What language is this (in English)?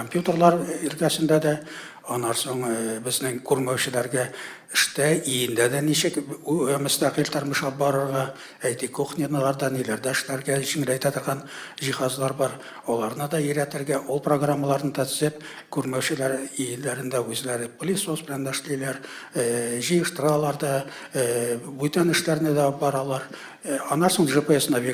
Tatar